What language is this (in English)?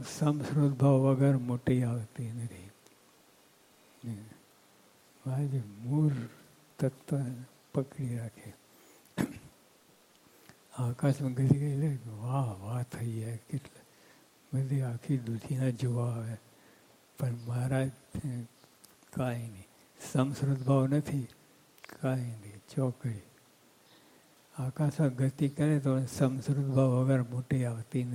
Gujarati